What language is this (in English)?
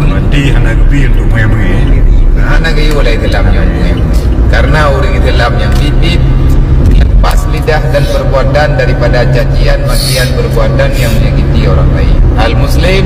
Achinese